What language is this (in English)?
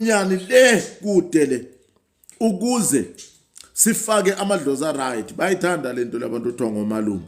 Zulu